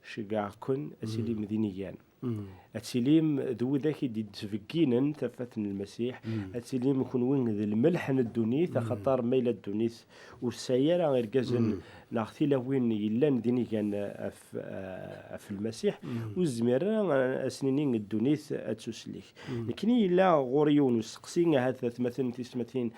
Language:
Kabyle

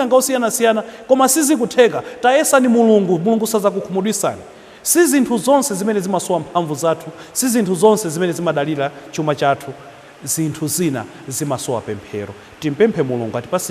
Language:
Nyanja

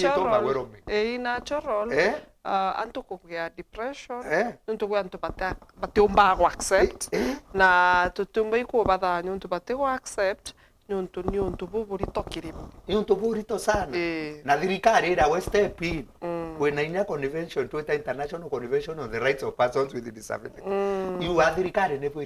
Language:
Meru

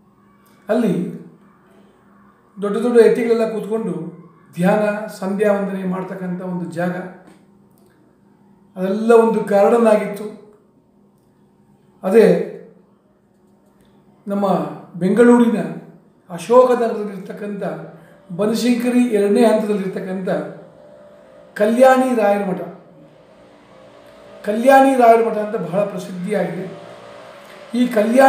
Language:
Kannada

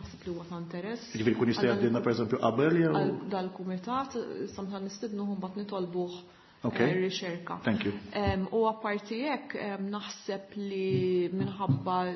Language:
Maltese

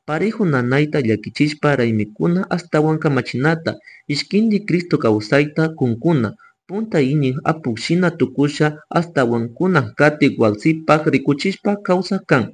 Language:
Chimborazo Highland Quichua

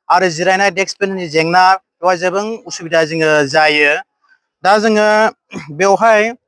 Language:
Bodo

